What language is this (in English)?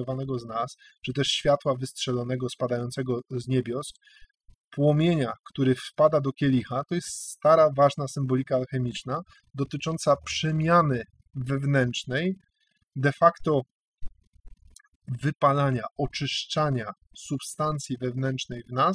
Polish